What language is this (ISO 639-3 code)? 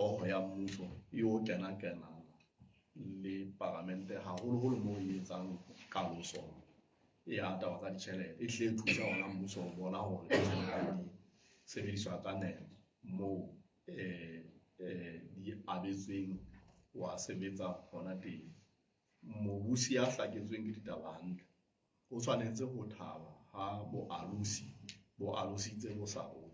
sot